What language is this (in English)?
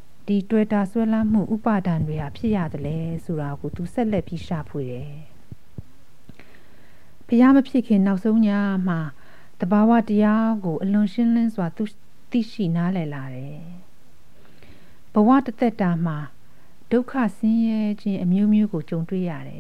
Burmese